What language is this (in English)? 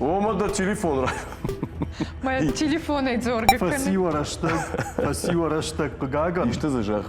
Ossetic